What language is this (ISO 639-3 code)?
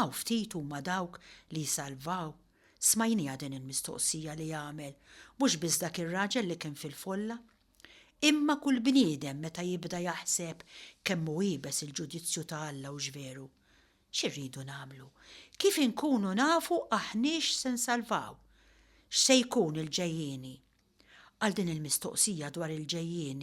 mlt